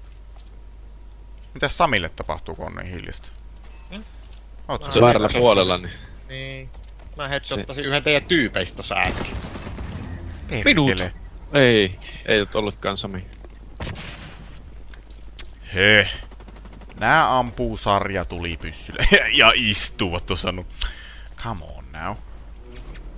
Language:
Finnish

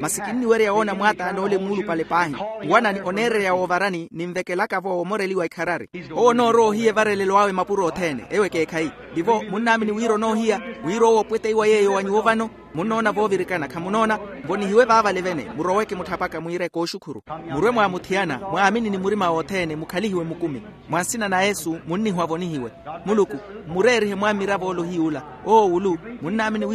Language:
Makhuwa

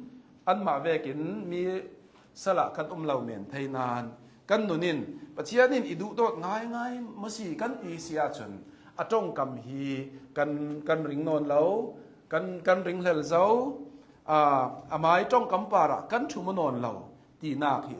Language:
Hakha Chin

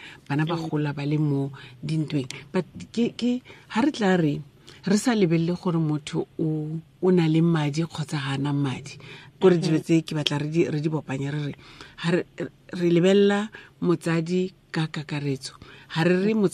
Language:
Tswana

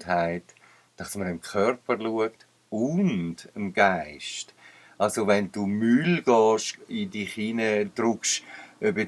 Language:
Swiss German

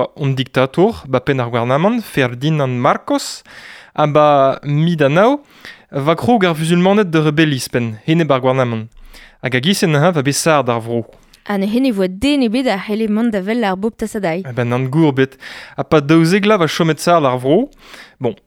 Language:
Breton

